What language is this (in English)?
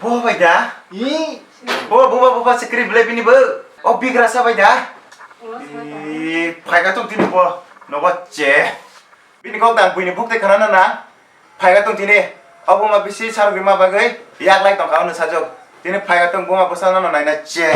Kok Borok